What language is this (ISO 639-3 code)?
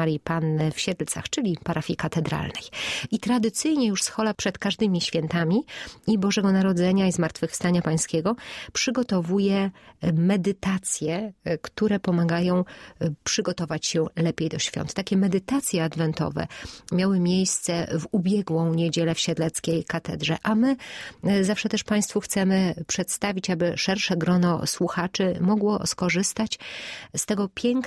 pol